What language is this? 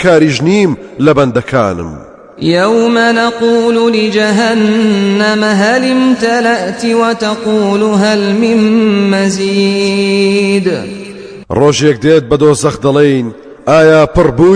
Central Kurdish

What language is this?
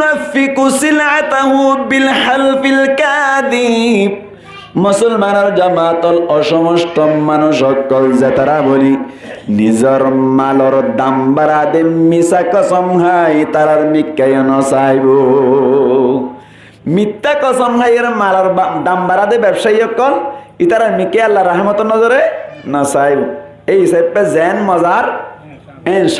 Rohingya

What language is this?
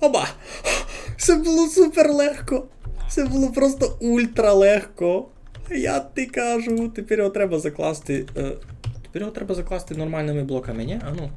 Rusyn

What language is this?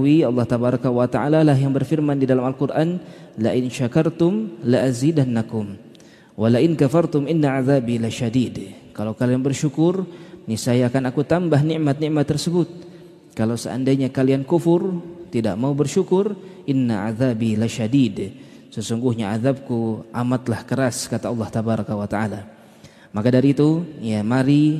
Indonesian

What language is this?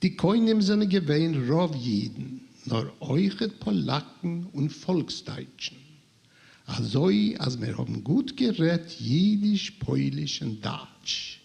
Yiddish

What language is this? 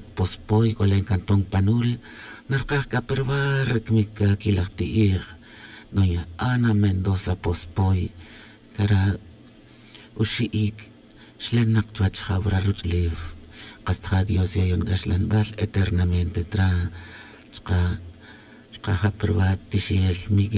Tz'utujil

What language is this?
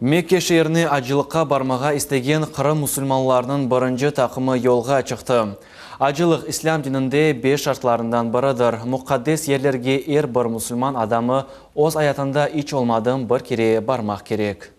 Crimean Tatar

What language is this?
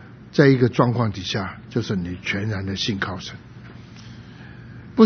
Chinese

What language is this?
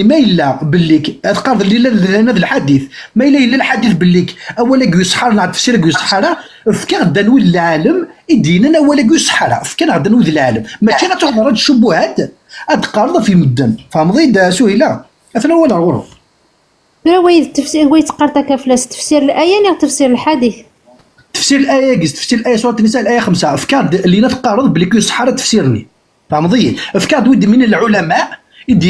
Kabyle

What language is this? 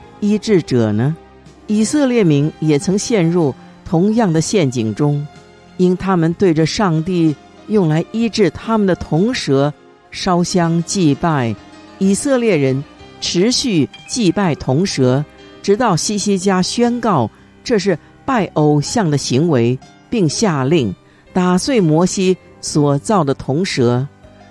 Chinese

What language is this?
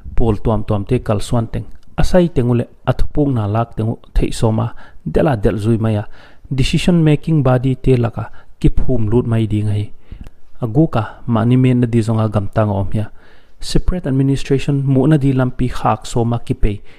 Paite Chin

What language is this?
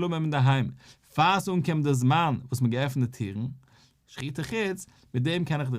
Yiddish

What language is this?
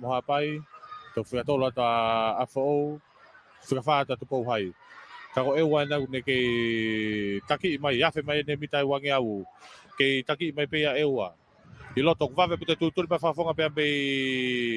Tongan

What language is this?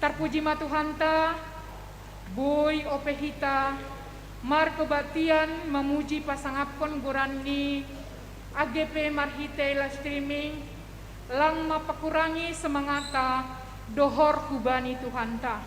Batak Simalungun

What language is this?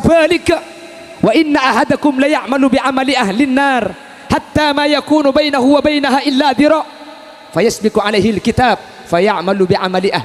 Madurese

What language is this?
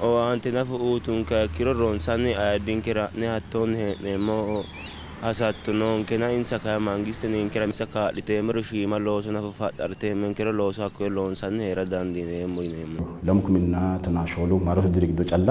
Sidamo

